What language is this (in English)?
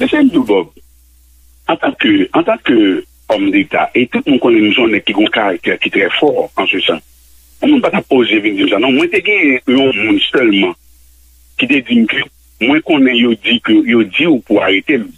Haitian Creole